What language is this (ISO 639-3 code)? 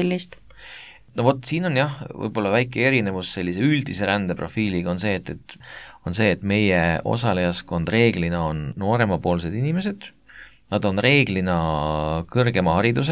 est